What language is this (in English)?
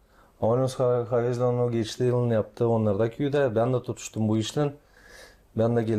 Gagauz